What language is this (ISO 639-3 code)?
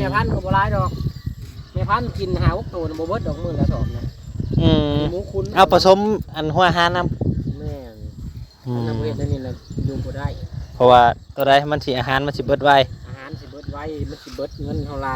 lao